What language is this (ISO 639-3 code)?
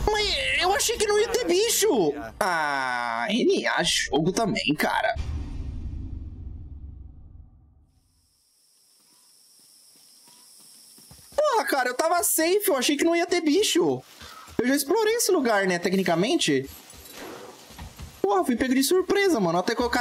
por